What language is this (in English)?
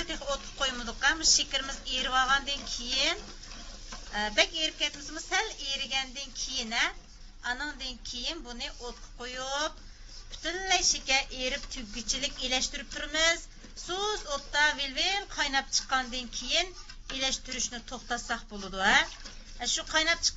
Uyghur